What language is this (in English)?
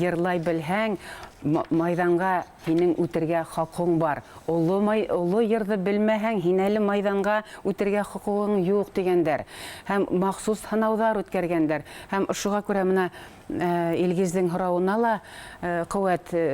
Bashkir